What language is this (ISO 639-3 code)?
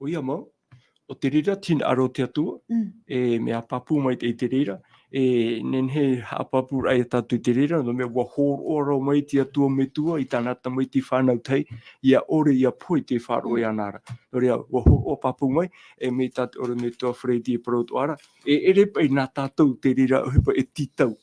tah